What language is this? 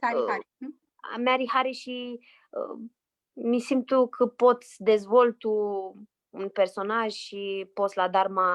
Aromanian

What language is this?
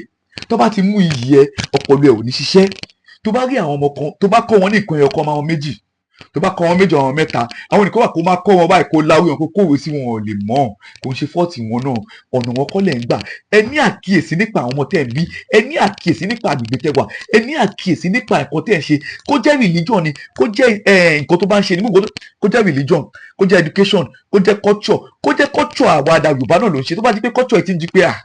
Yoruba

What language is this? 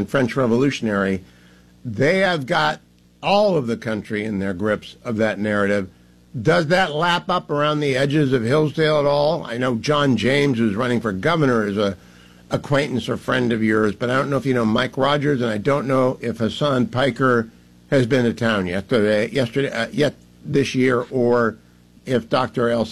English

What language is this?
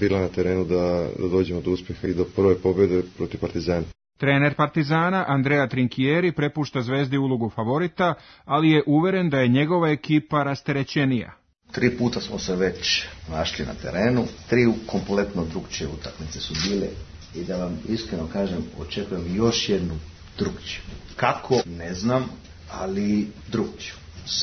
Serbian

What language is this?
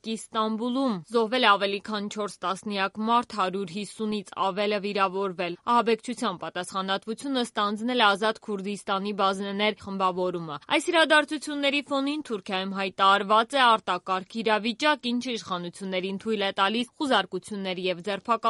Armenian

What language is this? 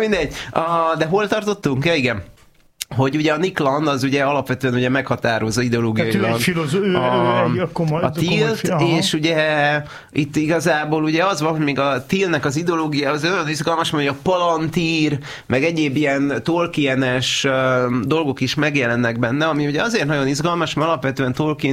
Hungarian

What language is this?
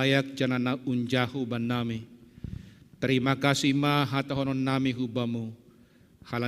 Batak Simalungun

